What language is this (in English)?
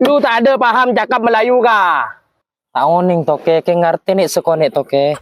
Madurese